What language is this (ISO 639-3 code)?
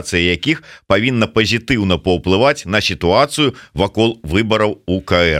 bel